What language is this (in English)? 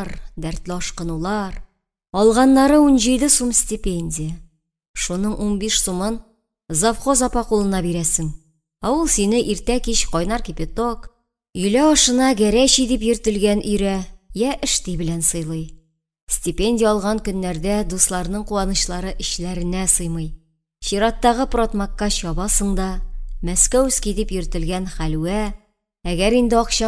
Tatar